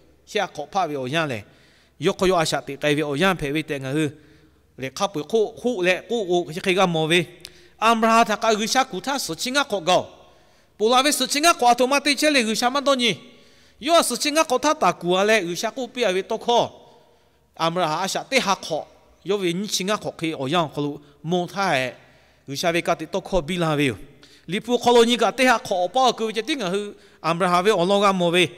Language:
Lahu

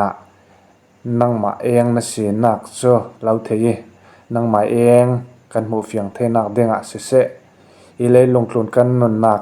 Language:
Falam Chin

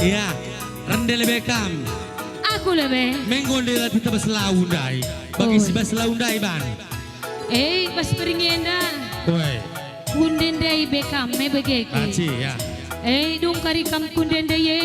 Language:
Batak Karo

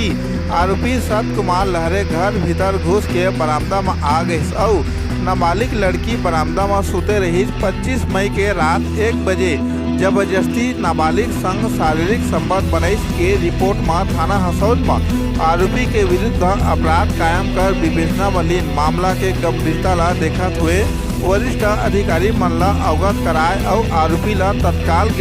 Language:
Chhattisgarhi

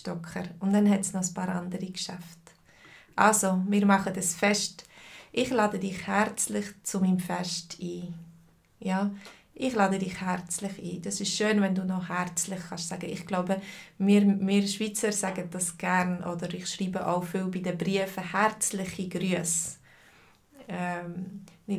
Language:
Swiss German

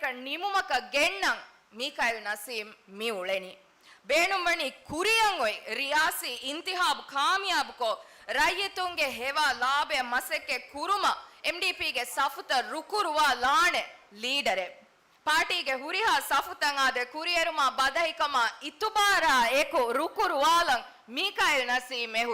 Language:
Divehi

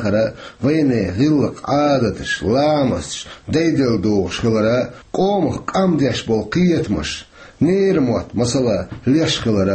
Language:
Chechen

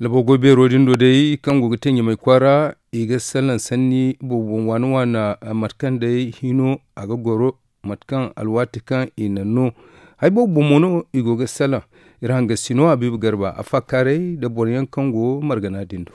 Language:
Zarma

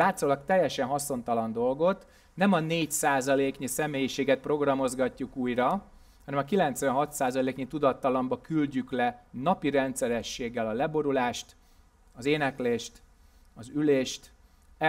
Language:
Hungarian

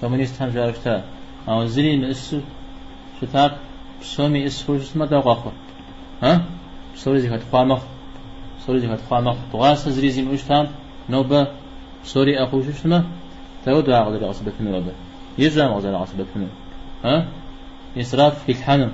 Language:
Kabardian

